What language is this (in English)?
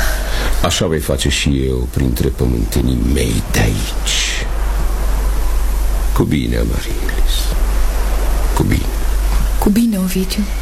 Romanian